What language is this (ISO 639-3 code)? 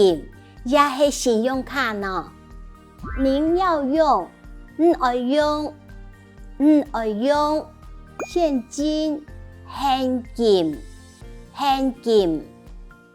hak